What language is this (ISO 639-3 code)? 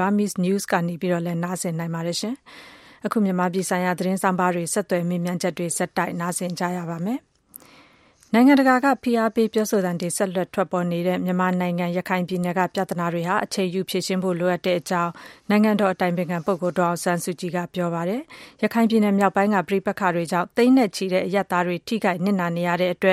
mya